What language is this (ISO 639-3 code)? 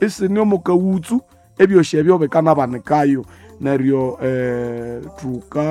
nnb